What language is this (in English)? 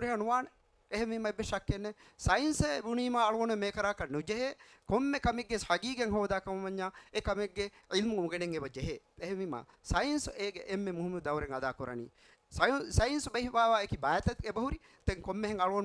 Divehi